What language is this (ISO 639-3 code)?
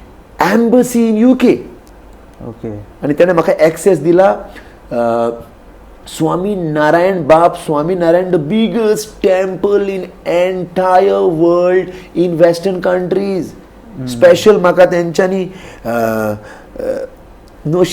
kok